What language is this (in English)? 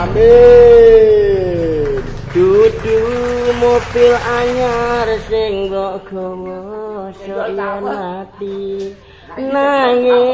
Javanese